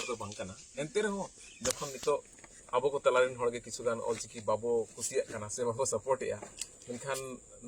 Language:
Santali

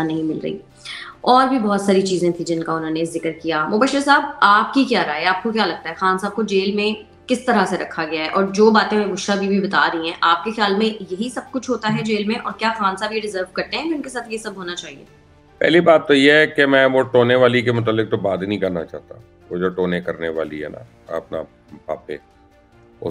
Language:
Urdu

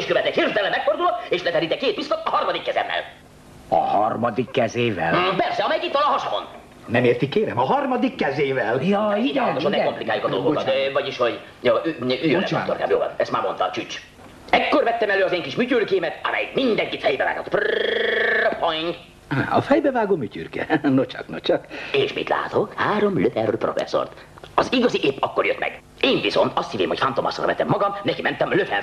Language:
Hungarian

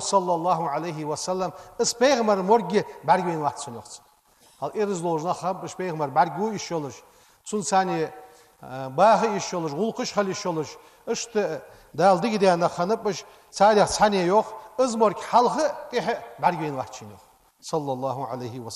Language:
Ingush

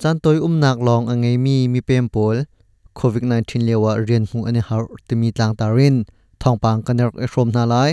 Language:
Hakha Chin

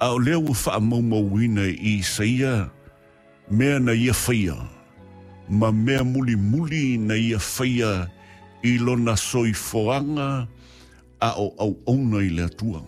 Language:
Samoan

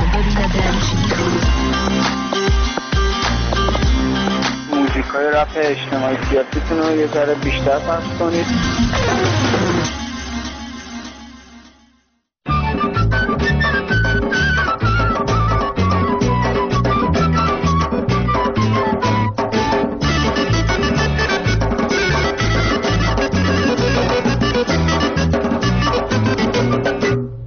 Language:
Persian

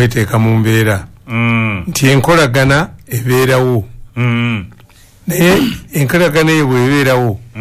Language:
Ganda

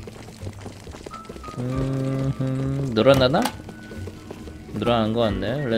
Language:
Korean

